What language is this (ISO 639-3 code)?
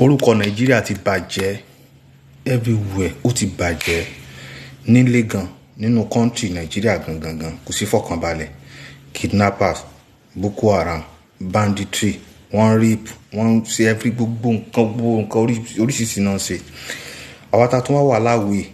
yor